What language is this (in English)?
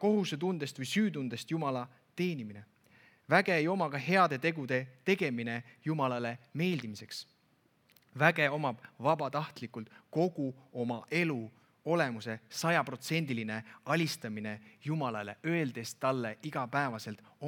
Estonian